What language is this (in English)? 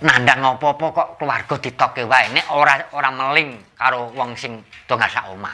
Javanese